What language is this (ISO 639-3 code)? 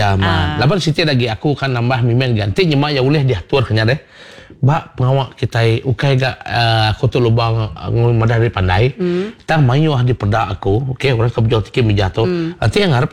iba